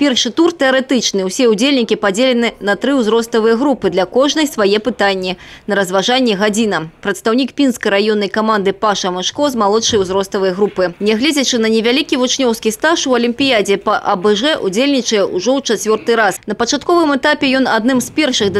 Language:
Belarusian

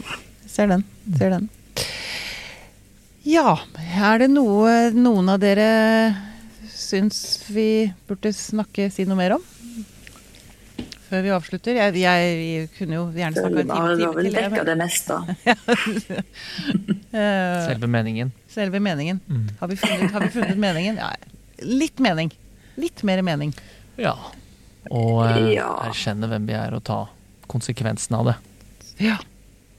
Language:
Norwegian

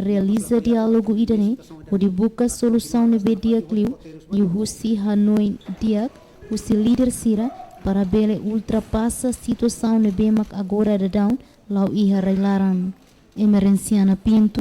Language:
Tetum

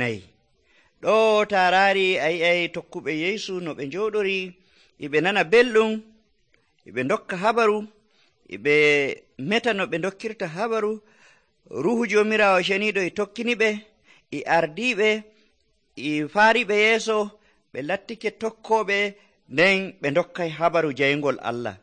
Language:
Nigerian Fulfulde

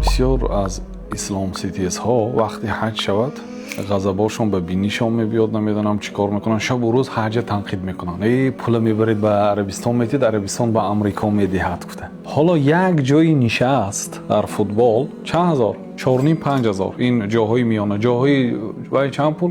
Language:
Tajik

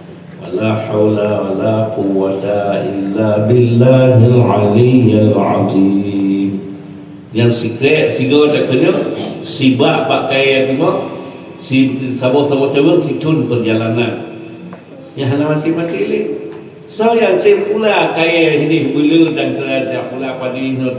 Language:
Achinese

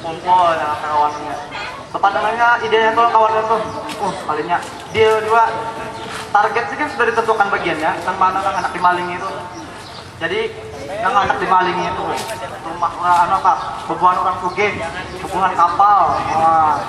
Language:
Banjar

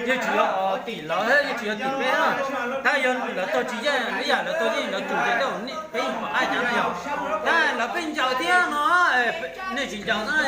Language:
Hmong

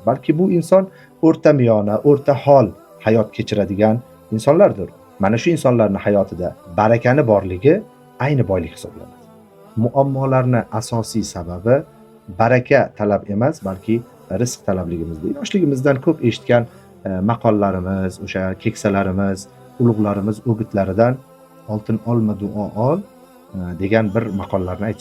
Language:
Uzbek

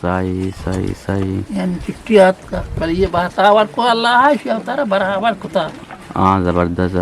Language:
Eastern Balochi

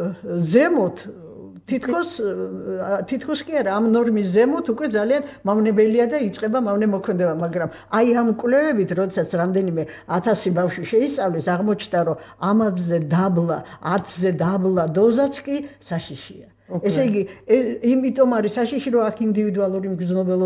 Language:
Georgian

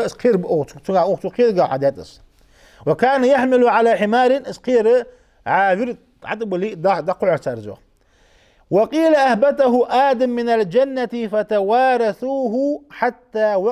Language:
Ingush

